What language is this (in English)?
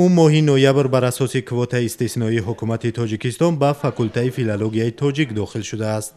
Tajik